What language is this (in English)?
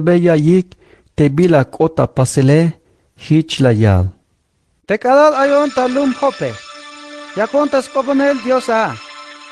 Tzeltal